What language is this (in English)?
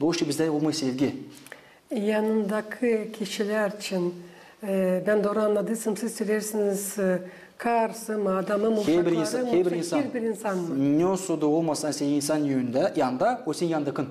Gagauz